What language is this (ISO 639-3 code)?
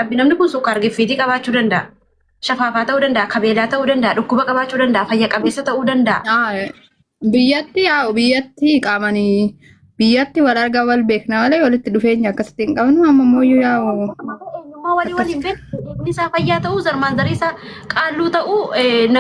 orm